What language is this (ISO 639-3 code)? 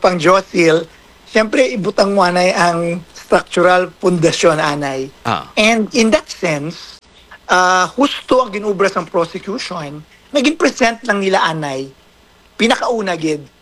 hil